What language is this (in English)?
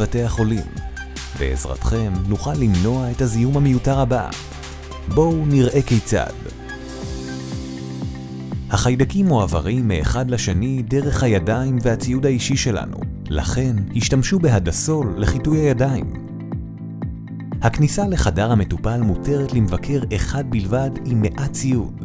Hebrew